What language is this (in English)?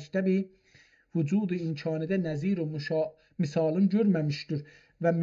South Azerbaijani